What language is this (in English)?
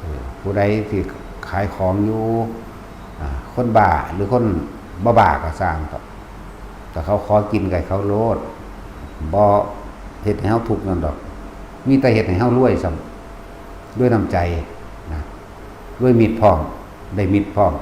Northeastern Thai